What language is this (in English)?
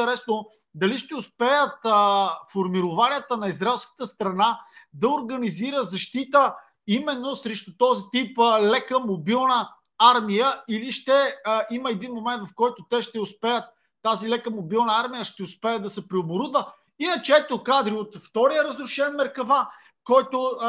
Bulgarian